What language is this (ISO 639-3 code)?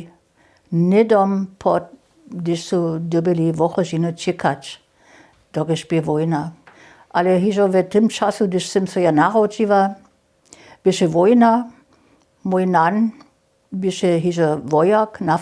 hsb